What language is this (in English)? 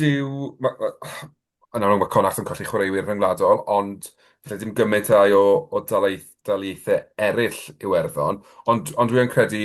Welsh